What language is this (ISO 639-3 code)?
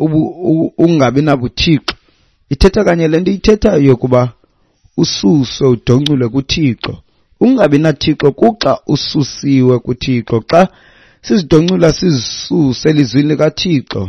xho